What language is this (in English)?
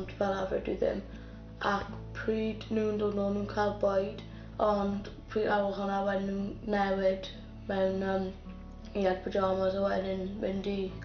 Welsh